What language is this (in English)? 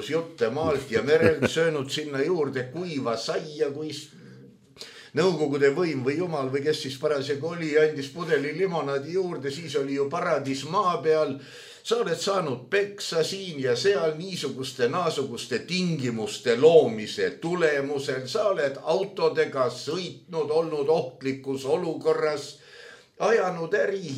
Estonian